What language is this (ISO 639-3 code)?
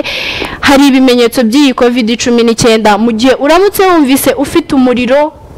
kin